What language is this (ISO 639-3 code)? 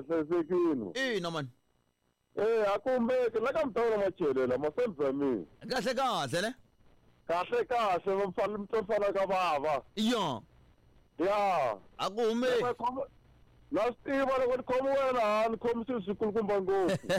tso